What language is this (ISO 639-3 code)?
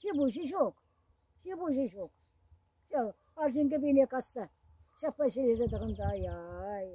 chv